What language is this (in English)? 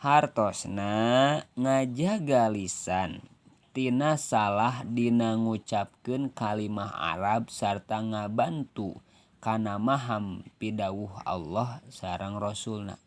Sundanese